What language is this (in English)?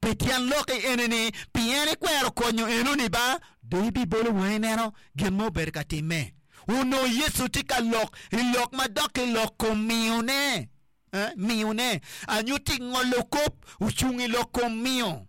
Acoli